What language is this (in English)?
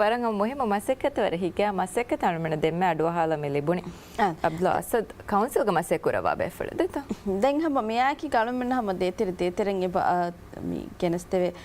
Divehi